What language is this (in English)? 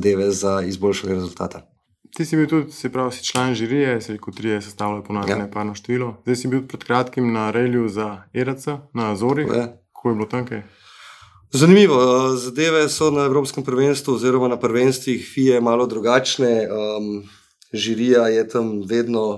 Slovenian